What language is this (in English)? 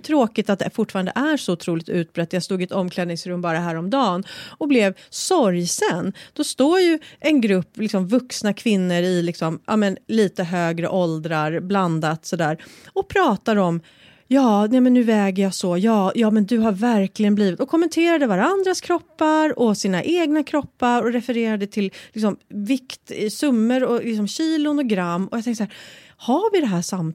Swedish